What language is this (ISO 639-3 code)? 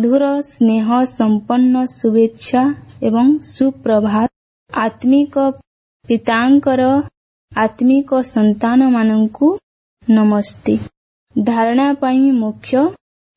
ori